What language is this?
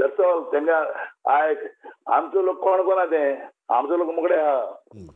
Konkani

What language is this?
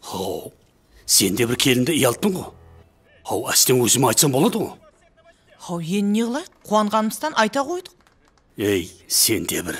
Kara-Kalpak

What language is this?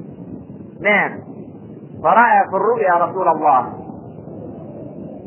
Arabic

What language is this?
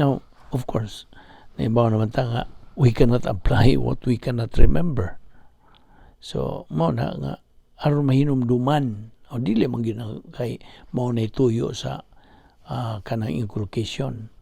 Cebuano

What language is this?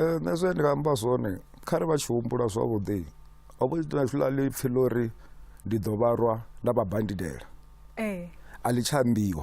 Venda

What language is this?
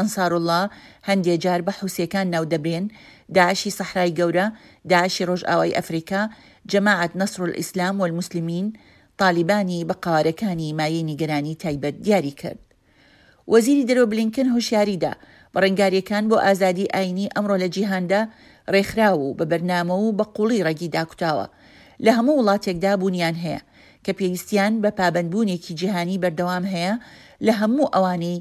Central Kurdish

